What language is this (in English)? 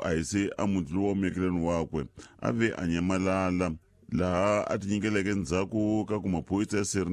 Tsonga